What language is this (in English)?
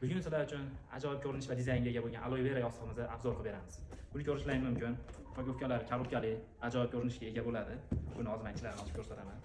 Uzbek